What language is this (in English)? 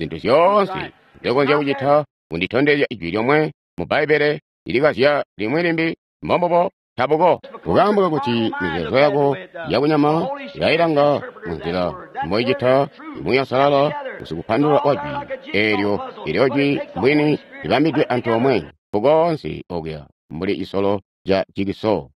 Tonga (Zambia)